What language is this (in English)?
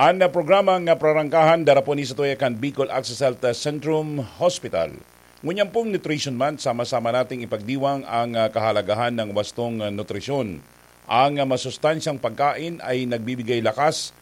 Bikol